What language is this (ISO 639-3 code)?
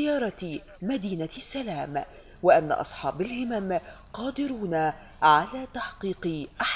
ara